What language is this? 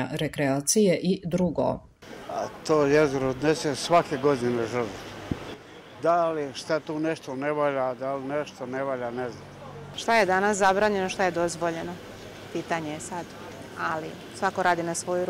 Serbian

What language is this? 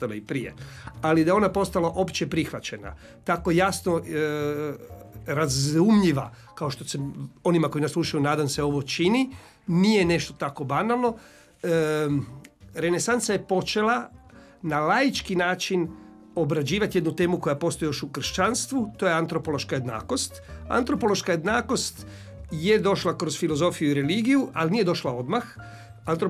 Croatian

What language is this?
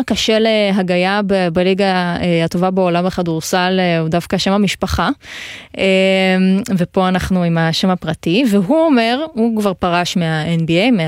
Hebrew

